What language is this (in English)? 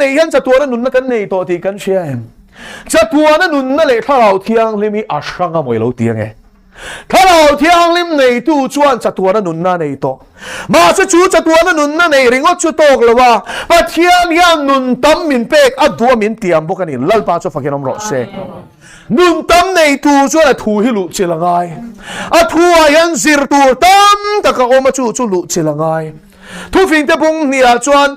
Mizo